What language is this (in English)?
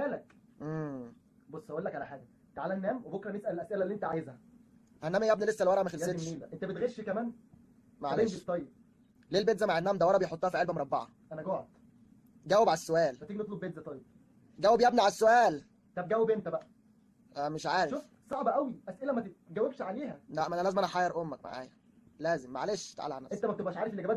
Egyptian Arabic